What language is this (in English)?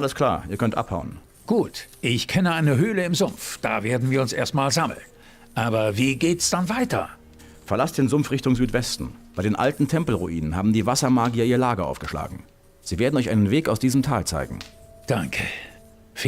Bavarian